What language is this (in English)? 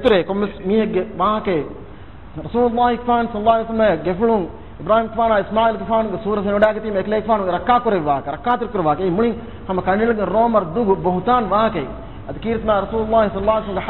Divehi